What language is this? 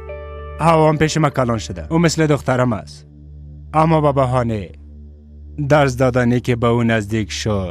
Persian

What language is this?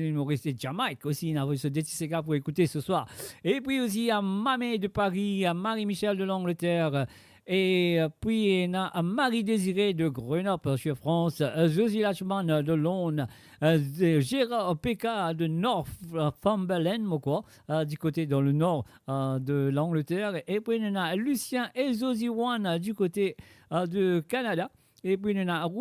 Morisyen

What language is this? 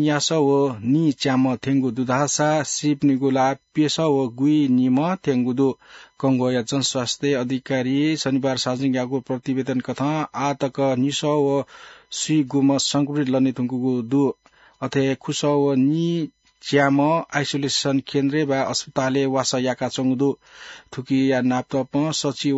Newari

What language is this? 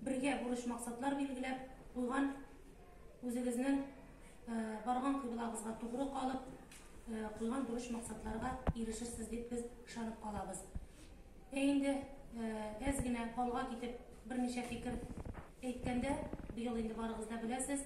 Tatar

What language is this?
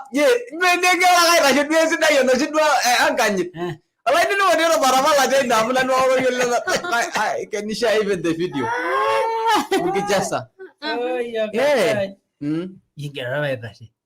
Masai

